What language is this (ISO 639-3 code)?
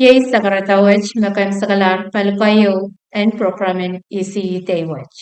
pon